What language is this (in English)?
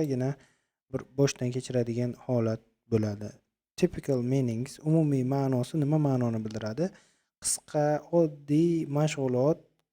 Uzbek